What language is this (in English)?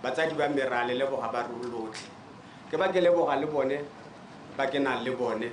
Tswana